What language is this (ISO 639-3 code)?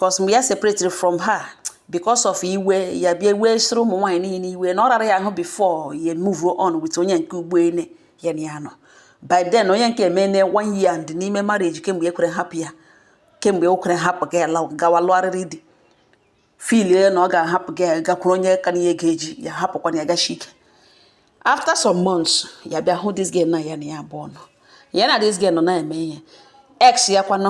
ibo